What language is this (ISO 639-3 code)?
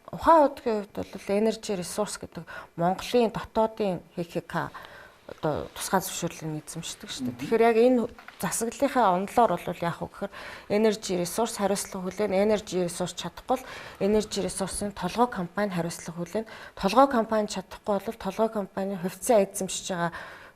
mon